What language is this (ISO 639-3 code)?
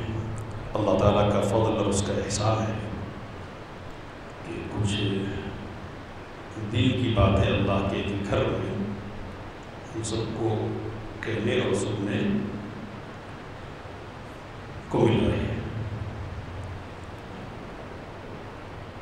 urd